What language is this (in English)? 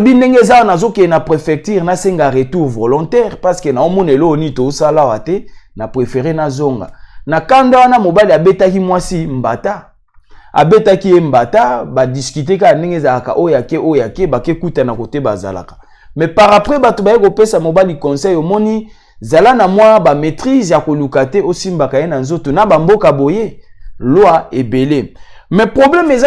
Lingala